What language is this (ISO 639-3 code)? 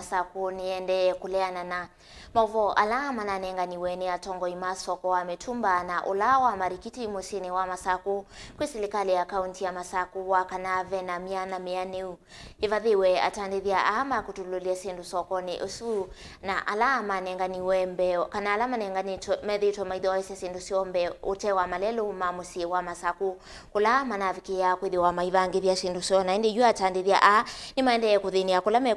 kam